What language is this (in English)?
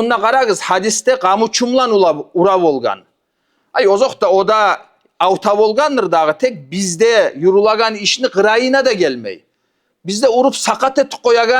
Kumyk